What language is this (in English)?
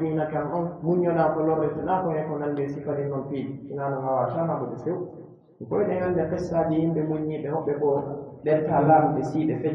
Pular